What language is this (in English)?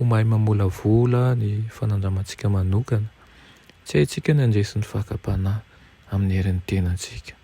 Malagasy